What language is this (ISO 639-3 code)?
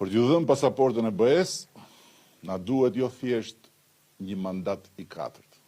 sqi